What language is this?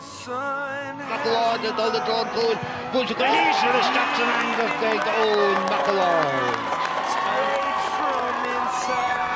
Irish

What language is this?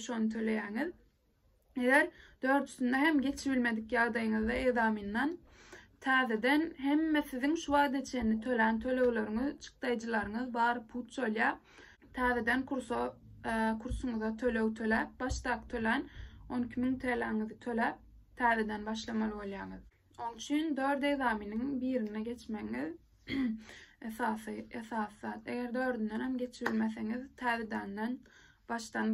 Turkmen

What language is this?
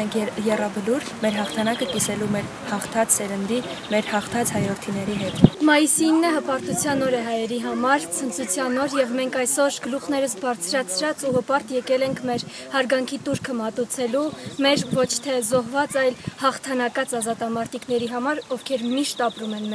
Armenian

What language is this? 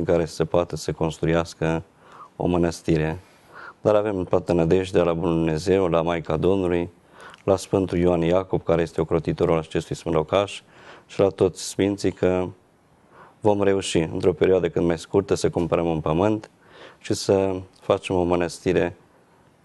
Romanian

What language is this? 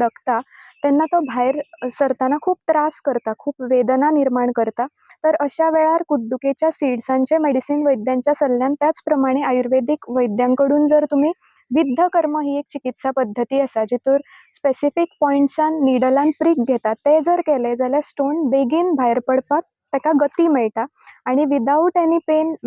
Konkani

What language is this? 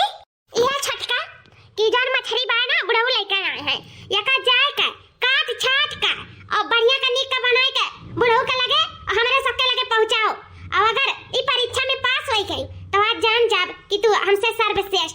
Awadhi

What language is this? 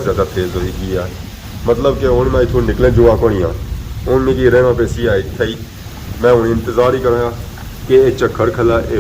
Pahari-Potwari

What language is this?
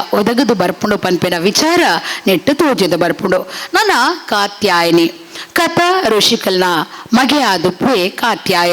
Tulu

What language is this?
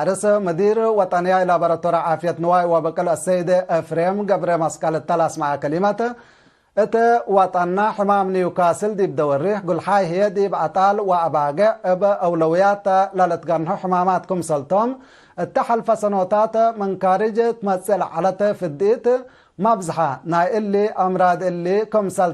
Tigre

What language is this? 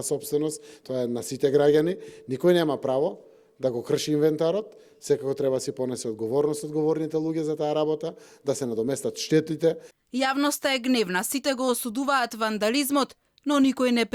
Macedonian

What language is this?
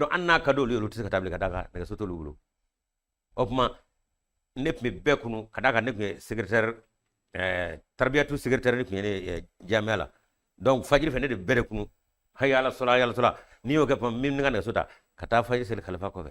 Bambara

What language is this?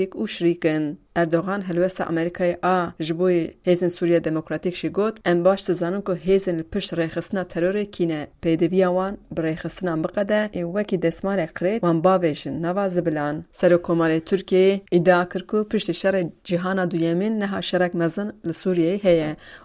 Kurdish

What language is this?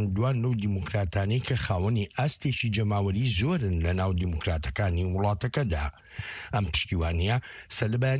Central Kurdish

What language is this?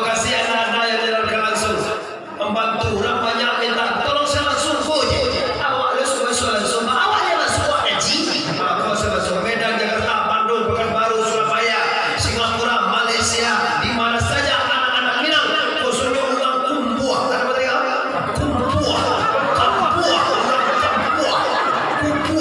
Minangkabau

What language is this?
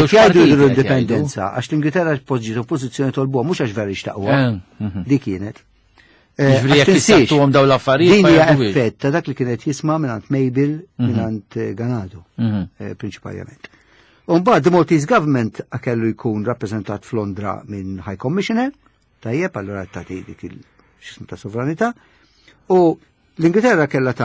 Maltese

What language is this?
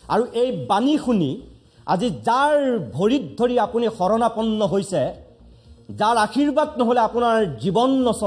Assamese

